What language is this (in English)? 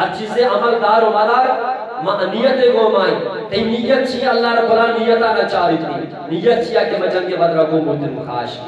Eastern Balochi